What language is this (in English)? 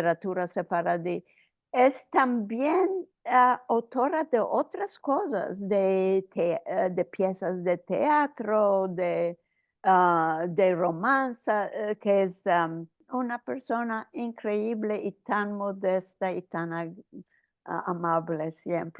Ladino